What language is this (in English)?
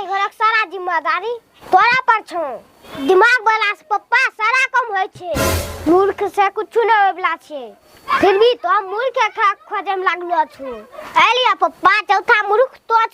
Angika